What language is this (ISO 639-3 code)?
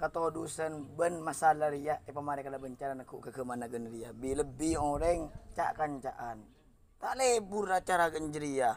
mad